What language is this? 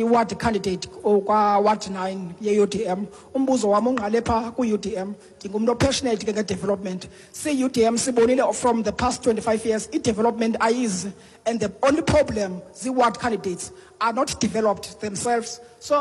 Xhosa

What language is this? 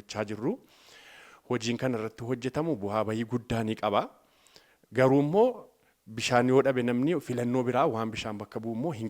Oromo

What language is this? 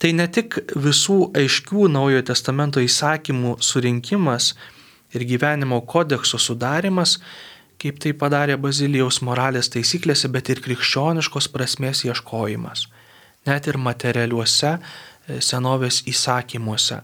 Lithuanian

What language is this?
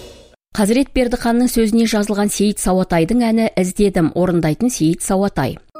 Kazakh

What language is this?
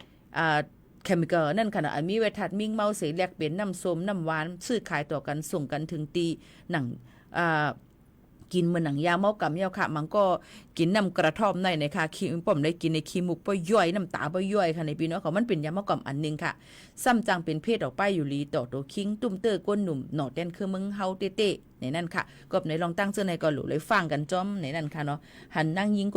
Shan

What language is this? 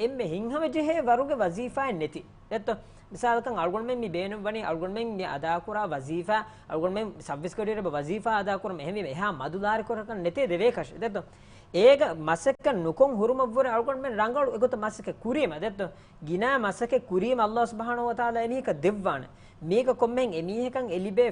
Divehi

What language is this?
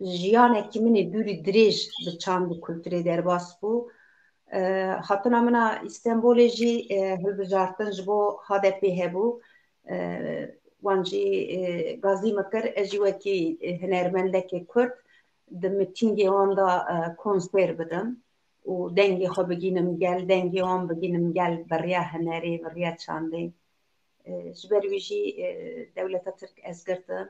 Kurdish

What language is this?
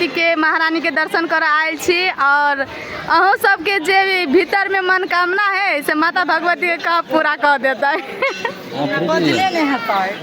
Maithili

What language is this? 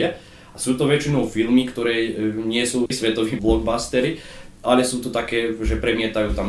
Slovak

